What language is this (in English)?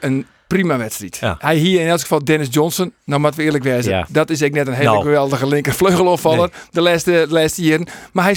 Western Frisian